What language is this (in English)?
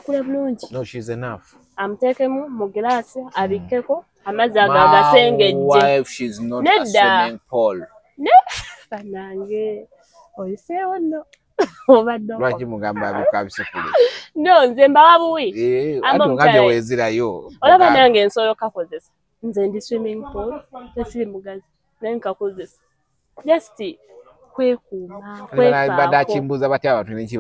Ganda